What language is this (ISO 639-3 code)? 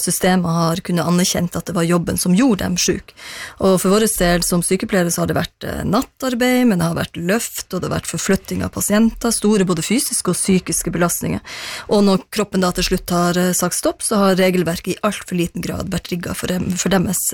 nor